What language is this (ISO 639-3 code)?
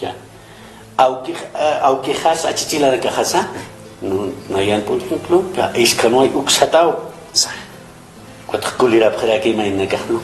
aym